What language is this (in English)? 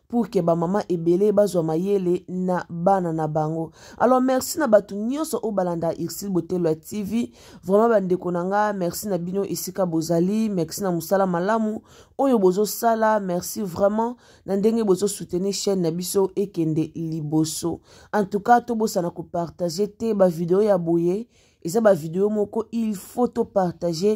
Lingala